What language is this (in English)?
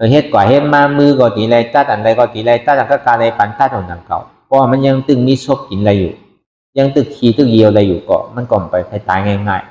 Shan